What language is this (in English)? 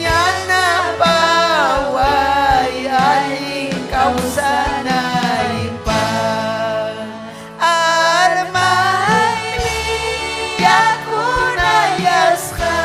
Ayacucho Quechua